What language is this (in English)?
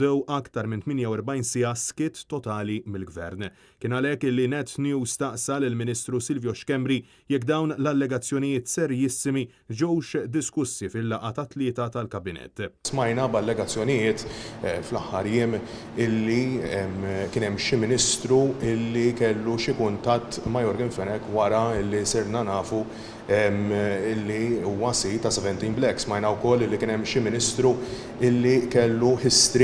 Maltese